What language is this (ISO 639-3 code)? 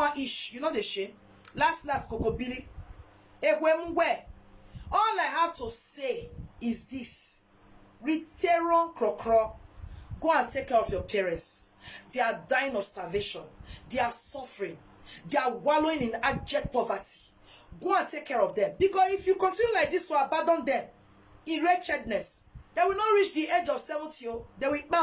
pcm